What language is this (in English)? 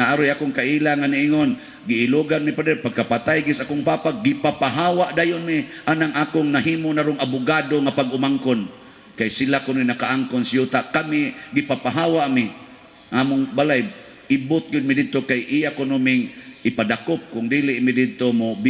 Cebuano